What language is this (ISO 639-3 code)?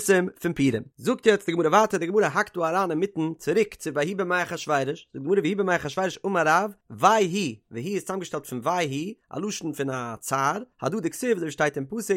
yid